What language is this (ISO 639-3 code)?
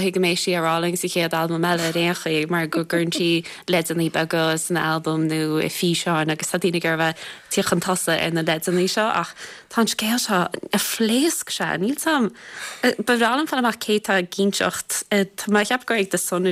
gle